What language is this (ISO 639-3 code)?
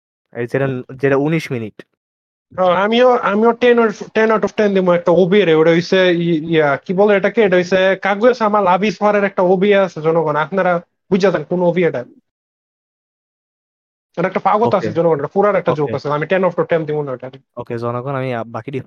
ben